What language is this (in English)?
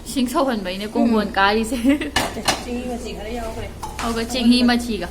Manipuri